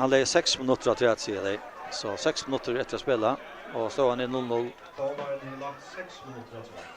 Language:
Faroese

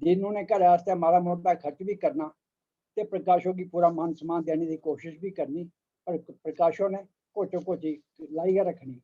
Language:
Dogri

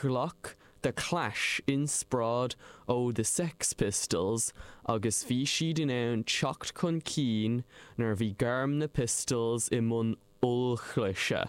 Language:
Irish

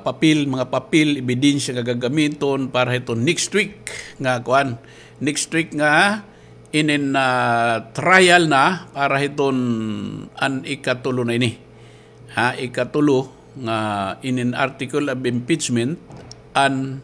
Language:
Waray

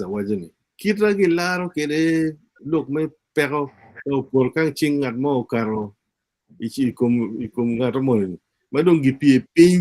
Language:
Acoli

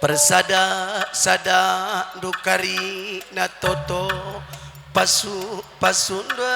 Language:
Batak Karo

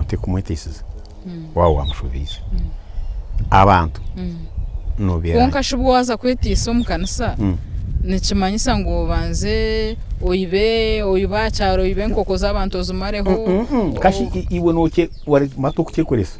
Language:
Nyankole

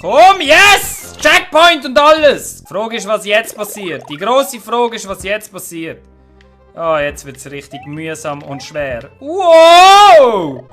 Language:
Swiss German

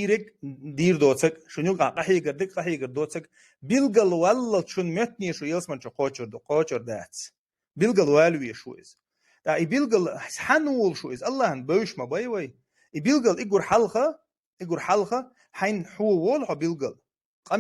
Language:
Chechen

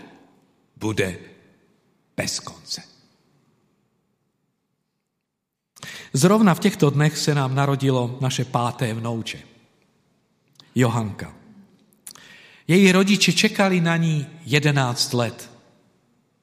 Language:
Czech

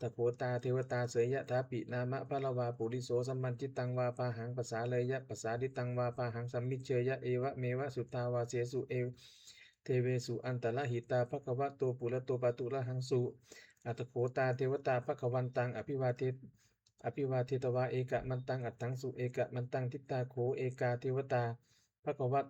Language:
Pali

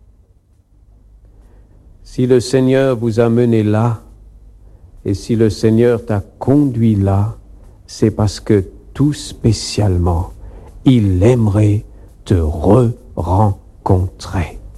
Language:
French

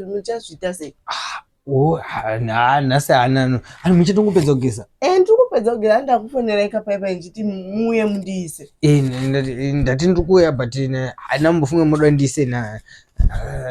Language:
Shona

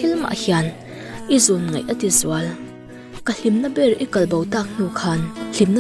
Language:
Mizo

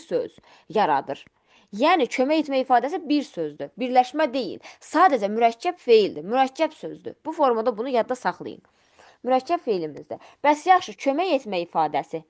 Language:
Azerbaijani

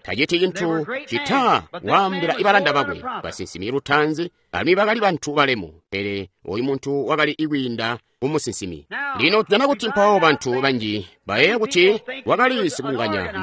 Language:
Tonga (Zambia)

